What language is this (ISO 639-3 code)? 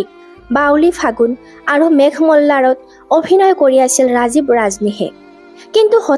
asm